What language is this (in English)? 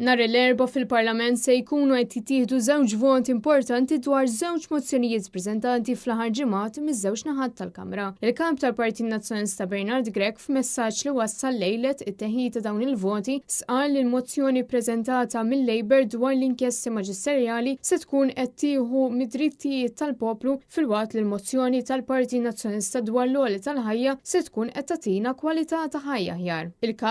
Maltese